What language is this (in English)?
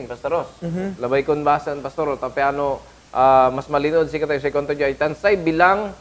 Pangasinan